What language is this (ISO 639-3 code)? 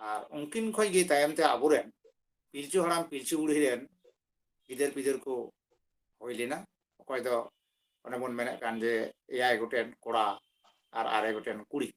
sat